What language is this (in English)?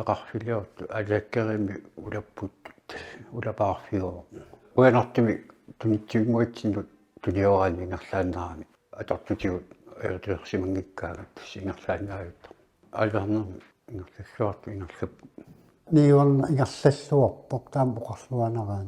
Kalaallisut